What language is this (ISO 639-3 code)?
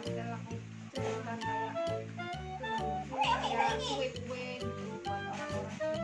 ind